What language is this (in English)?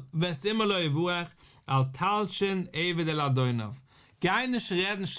Yiddish